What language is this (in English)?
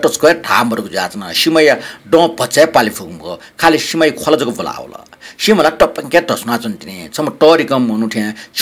Newari